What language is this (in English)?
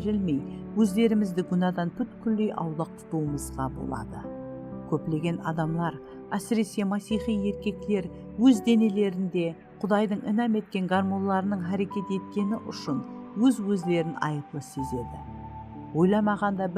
Kara-Kalpak